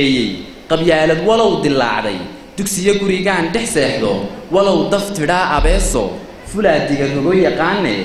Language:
Somali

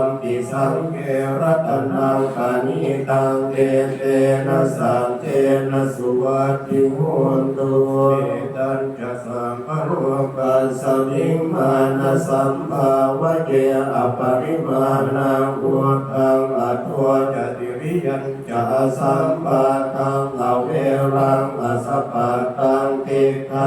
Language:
Pali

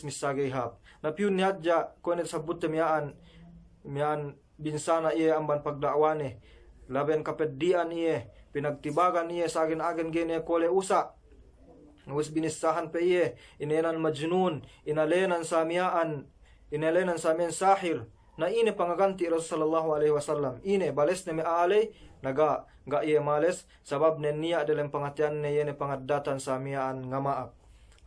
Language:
Yakan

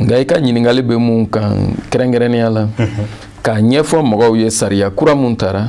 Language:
Bambara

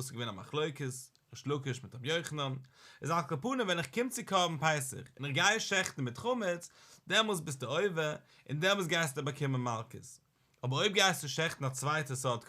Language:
Yiddish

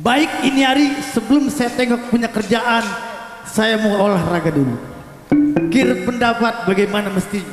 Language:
Betawi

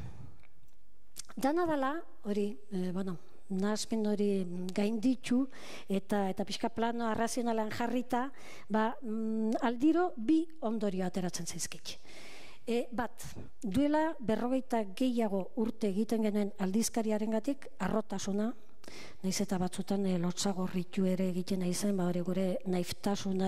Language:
Basque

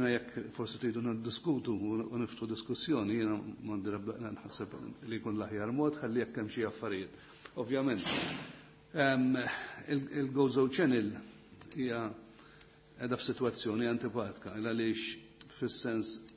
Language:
Maltese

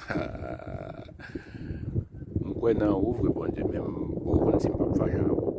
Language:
Haitian Creole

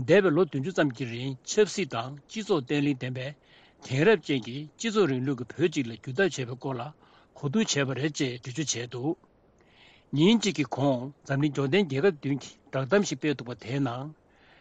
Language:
Tibetan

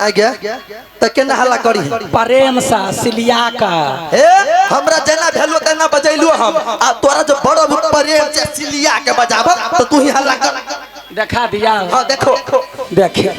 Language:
Maithili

